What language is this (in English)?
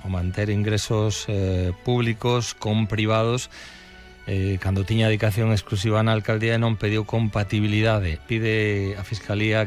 Galician